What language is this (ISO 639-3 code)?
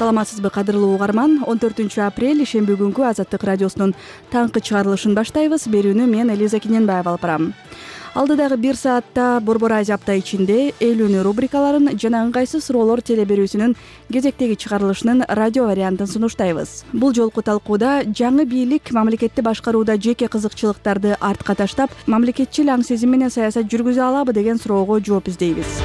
kir